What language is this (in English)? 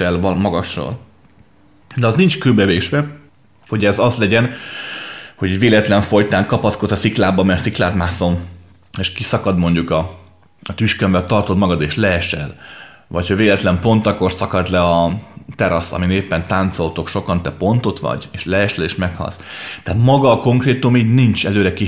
Hungarian